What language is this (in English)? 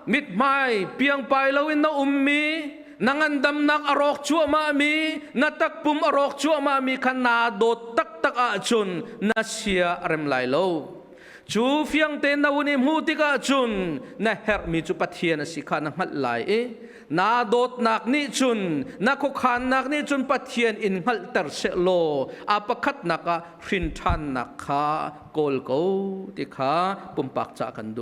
Hakha Chin